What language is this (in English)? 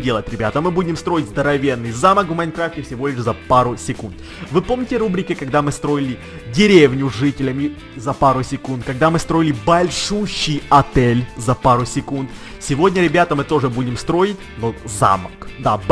Russian